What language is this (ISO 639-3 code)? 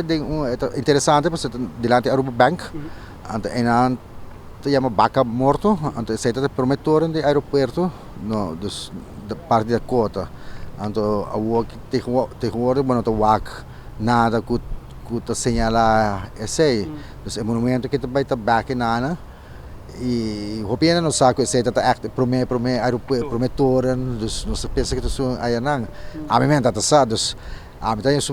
pap